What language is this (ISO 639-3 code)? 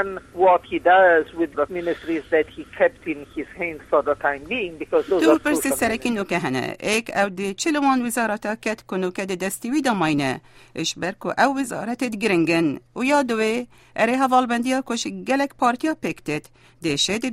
ckb